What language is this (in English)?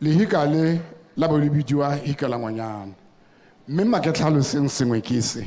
Tswana